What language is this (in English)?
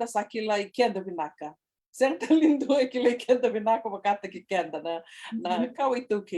Fijian